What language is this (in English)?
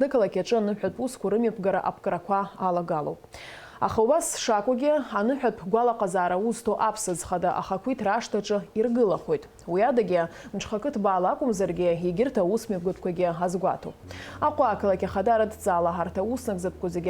Abkhazian